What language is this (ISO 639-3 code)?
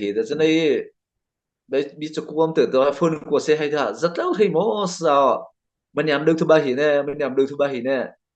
mrh